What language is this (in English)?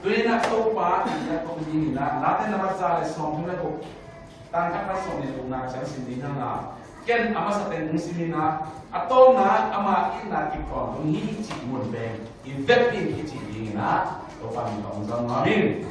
Tedim Chin